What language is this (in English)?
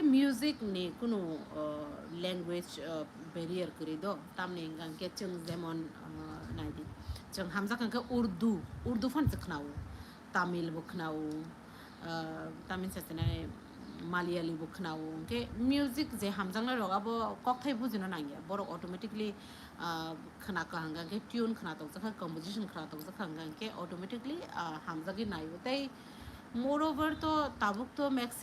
Kok Borok